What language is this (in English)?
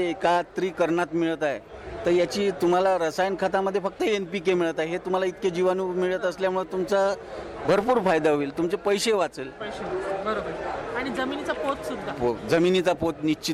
Marathi